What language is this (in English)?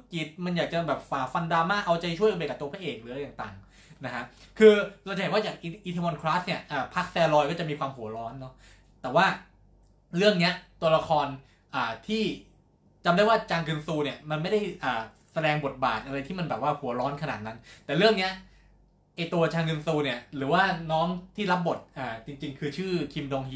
Thai